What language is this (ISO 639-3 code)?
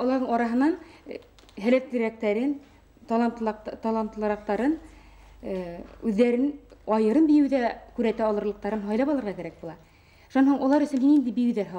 bak